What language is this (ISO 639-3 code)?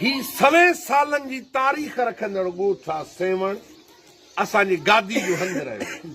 snd